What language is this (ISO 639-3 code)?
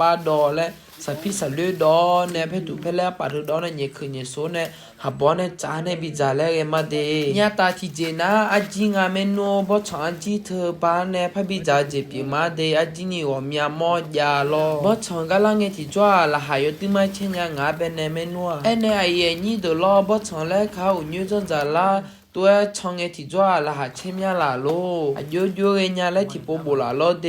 ahk